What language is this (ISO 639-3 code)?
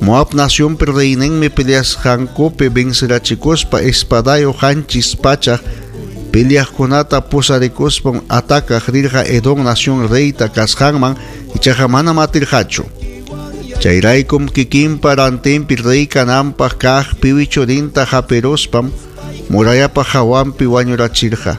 quy